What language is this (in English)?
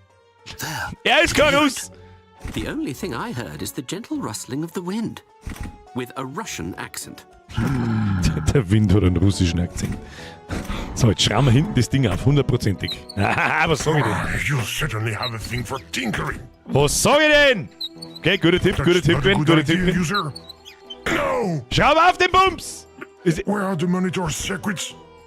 Bavarian